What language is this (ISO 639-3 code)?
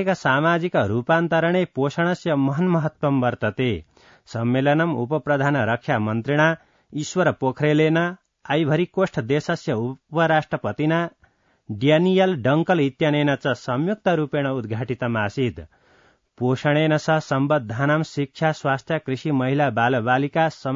san